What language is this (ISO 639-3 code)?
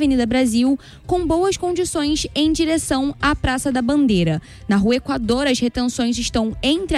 por